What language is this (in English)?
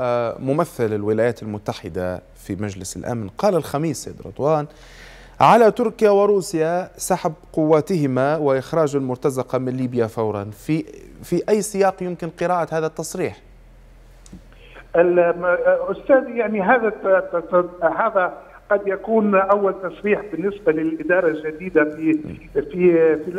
Arabic